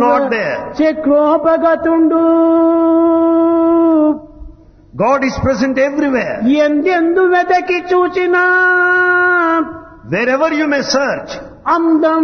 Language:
Telugu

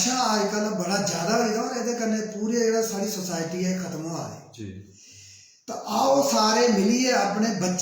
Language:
Dogri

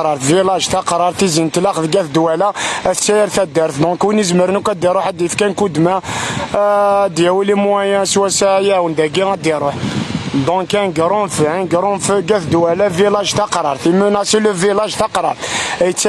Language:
Kabyle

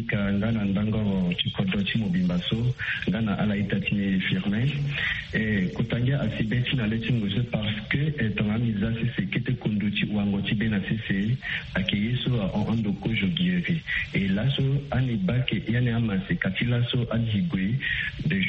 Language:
Sango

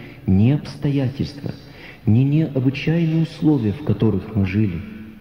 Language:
Russian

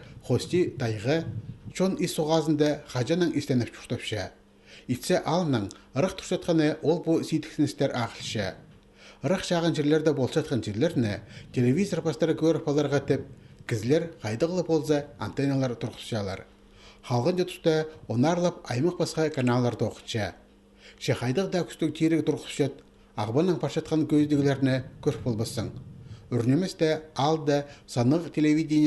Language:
Khakas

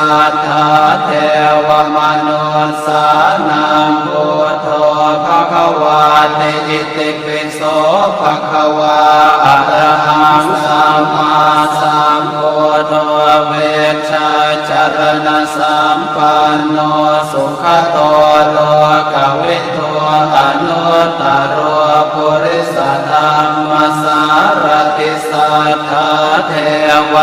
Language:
Pali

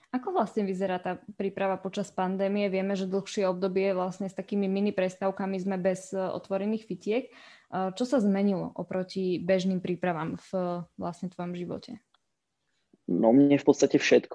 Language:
Slovak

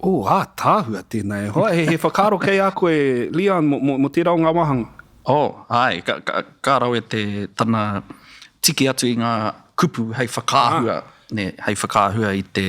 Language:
Māori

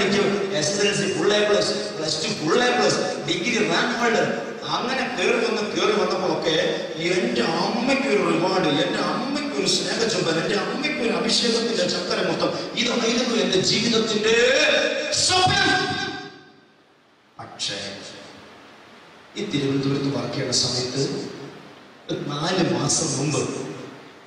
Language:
Malayalam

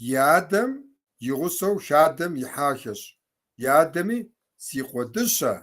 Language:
Kabardian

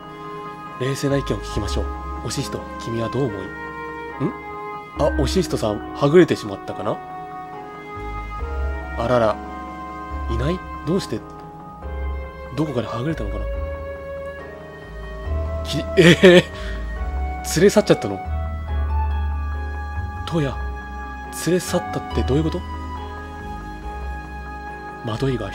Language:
Japanese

